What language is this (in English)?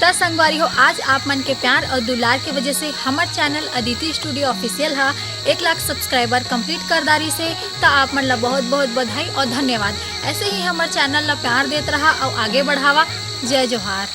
Chhattisgarhi